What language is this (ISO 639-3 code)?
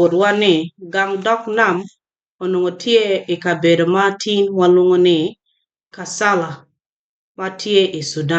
ach